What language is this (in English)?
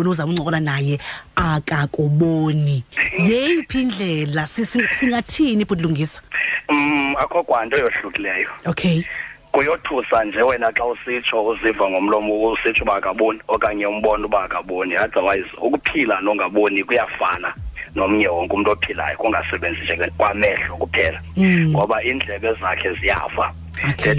Xhosa